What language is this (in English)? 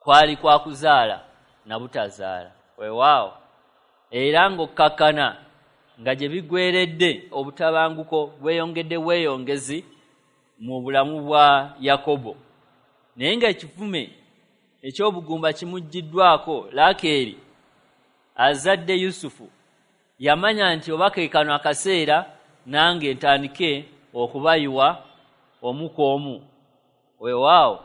Ganda